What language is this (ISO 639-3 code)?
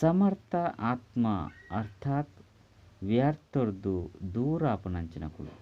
tcy